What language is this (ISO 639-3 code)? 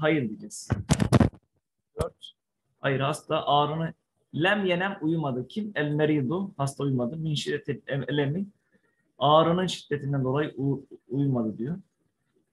tur